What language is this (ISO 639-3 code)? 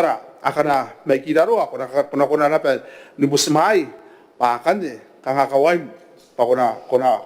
gil